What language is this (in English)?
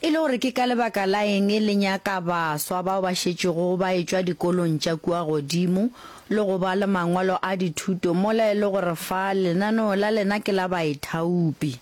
Northern Sotho